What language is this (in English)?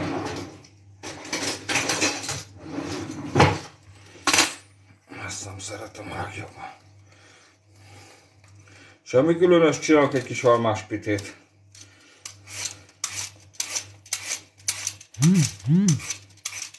Hungarian